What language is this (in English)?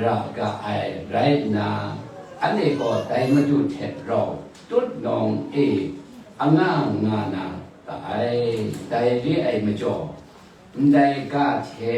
Kachin